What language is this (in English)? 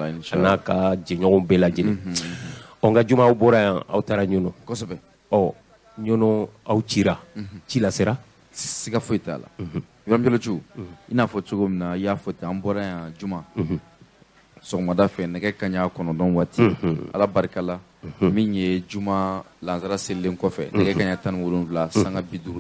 Bambara